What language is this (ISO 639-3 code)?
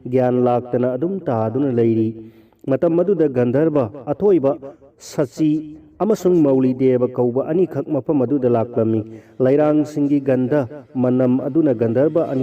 mni